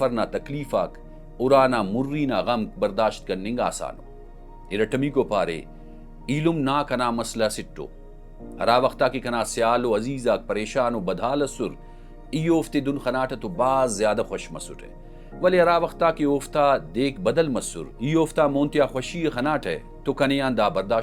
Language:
Brahui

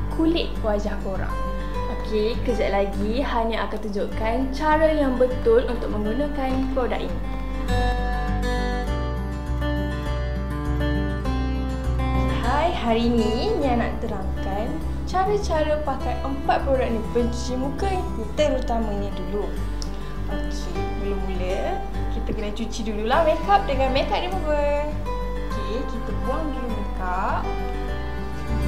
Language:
Malay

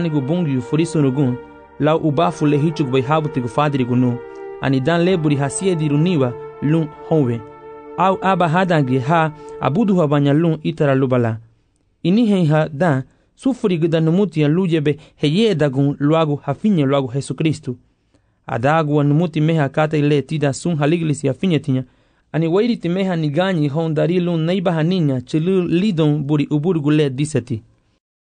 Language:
Garifuna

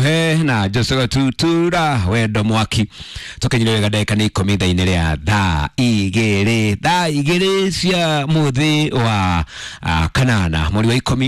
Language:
Kikuyu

